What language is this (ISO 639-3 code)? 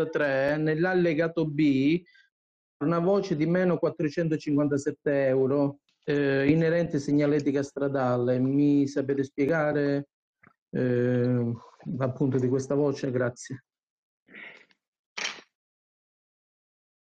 ita